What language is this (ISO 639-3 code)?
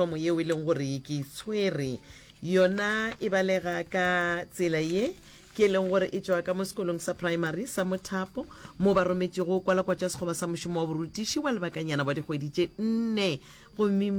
nso